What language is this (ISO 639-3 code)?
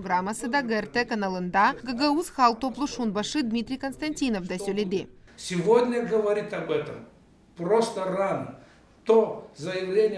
gag